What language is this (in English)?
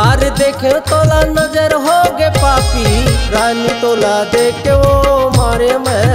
Chhattisgarhi